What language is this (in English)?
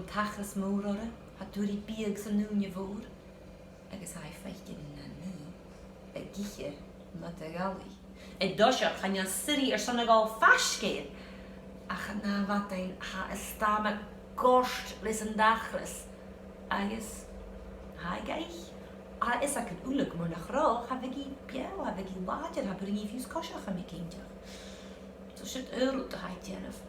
Scottish Gaelic